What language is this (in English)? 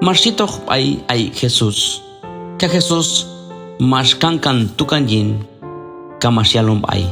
Q'anjob'al